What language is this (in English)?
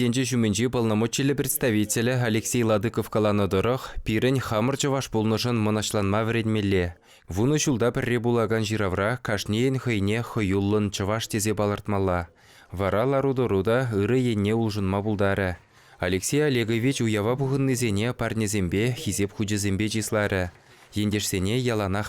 Chuvash